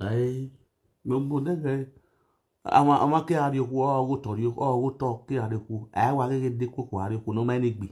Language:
Nigerian Pidgin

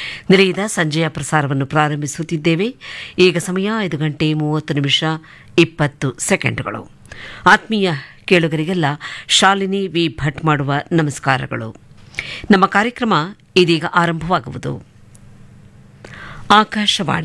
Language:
Kannada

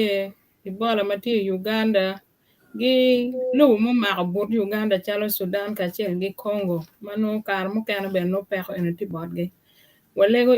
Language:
Acoli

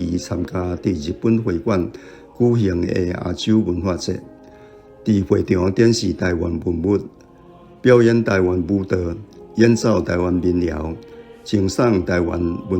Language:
Min Nan Chinese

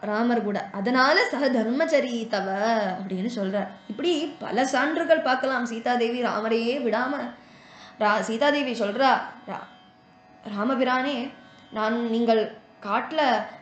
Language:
Tamil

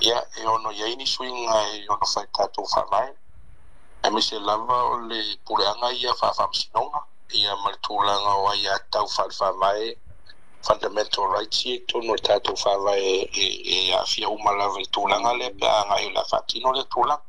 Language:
Samoan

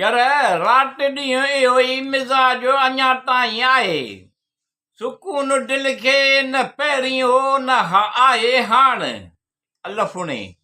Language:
Sindhi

